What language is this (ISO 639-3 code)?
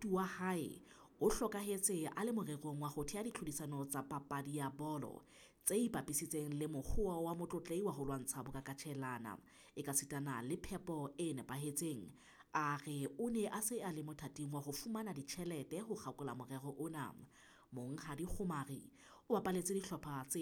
sot